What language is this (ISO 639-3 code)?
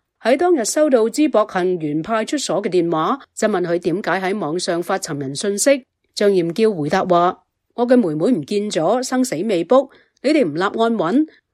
yue